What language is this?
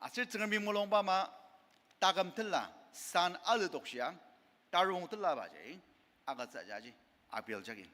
Ao Naga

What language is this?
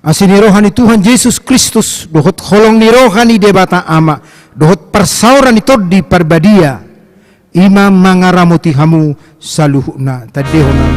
Batak Toba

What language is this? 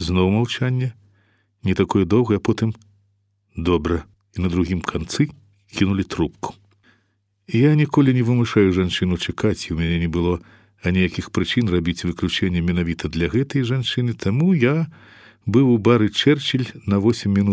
Belarusian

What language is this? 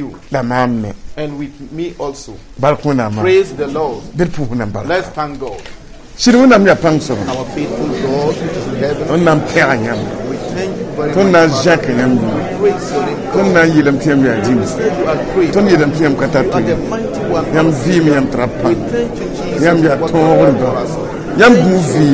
Mossi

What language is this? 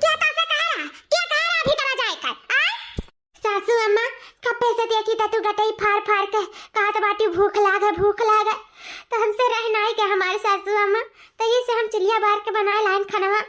Awadhi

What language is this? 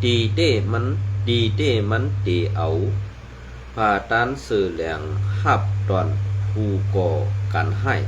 Shan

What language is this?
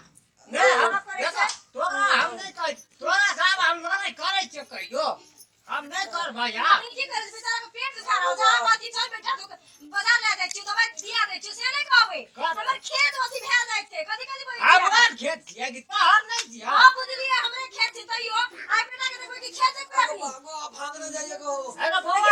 Maithili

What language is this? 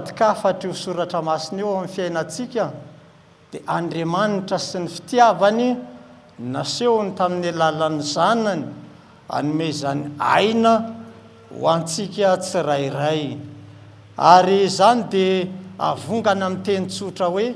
Malagasy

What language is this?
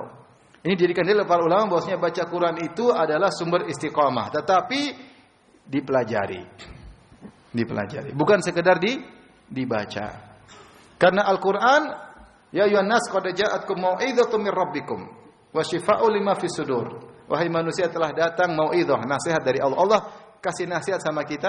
Indonesian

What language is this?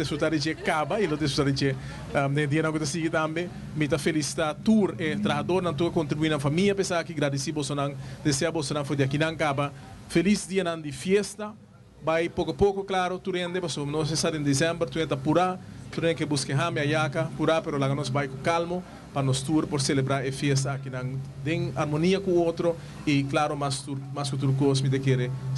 Papiamento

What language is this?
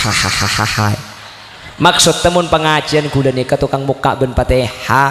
Madurese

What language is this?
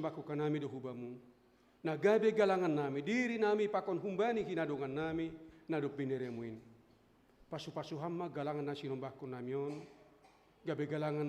Batak Simalungun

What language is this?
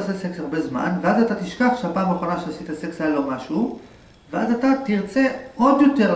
Hebrew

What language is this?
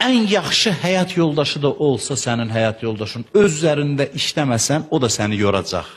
Azerbaijani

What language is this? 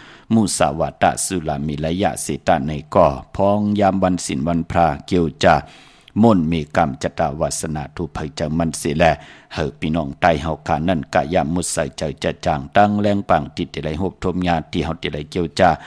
Shan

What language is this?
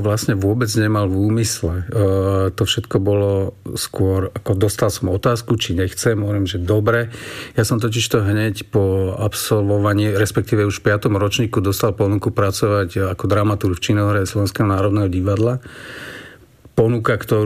Slovak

